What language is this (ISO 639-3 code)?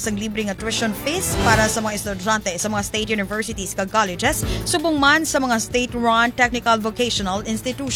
hil